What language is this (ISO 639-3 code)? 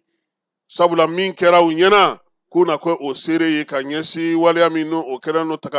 bam